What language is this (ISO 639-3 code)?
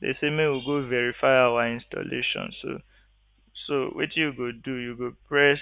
pcm